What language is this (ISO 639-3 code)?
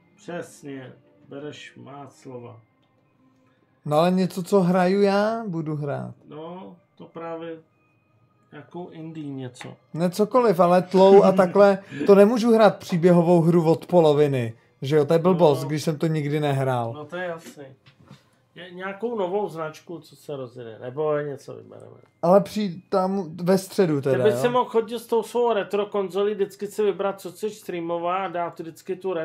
ces